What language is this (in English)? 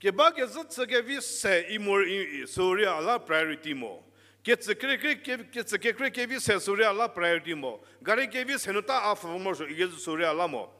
Angami Naga